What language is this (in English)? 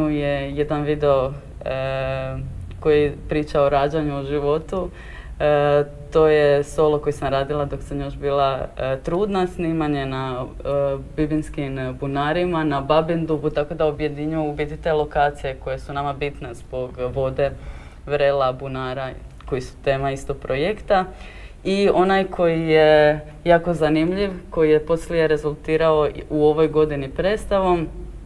Croatian